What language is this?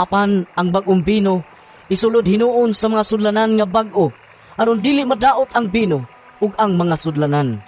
Cebuano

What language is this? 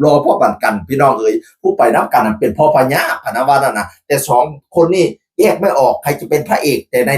Northeastern Thai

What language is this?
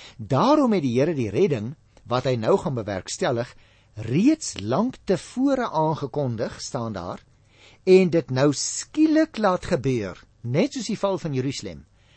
Afrikaans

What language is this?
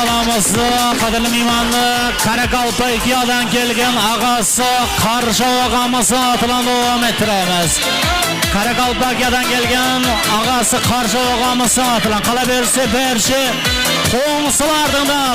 Kara-Kalpak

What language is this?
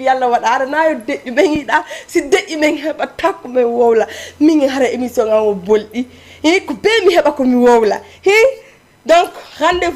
Fula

